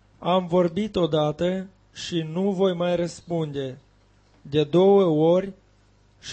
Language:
Romanian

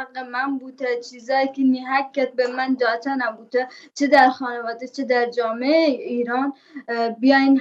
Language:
Baluchi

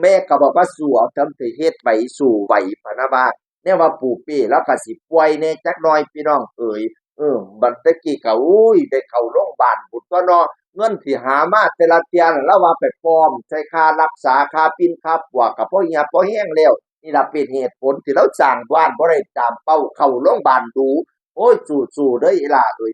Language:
Northeastern Thai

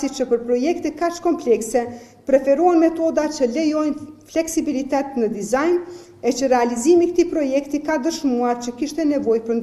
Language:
Albanian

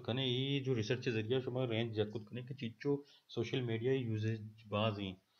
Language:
Baluchi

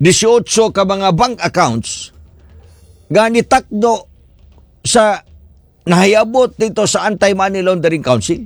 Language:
Cebuano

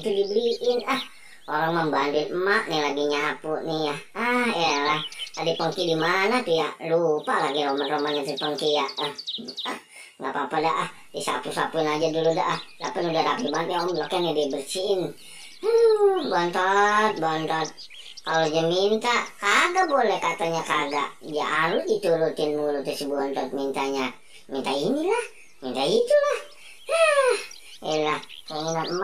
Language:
Betawi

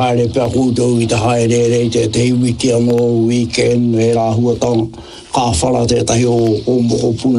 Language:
Māori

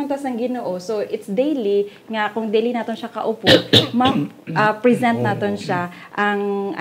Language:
Hiligaynon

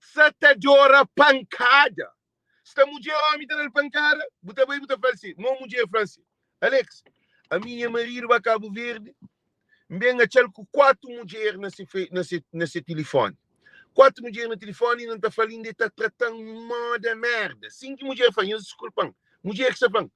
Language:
Kabuverdianu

